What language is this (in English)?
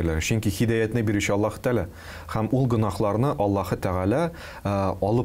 Tatar